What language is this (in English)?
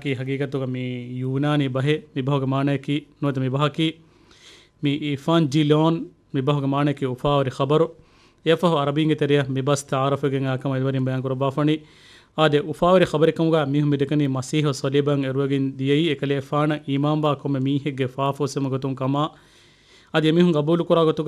Divehi